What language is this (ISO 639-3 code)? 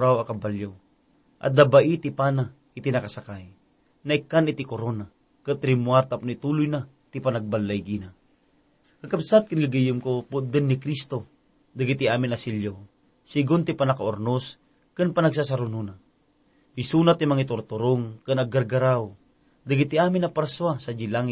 ilo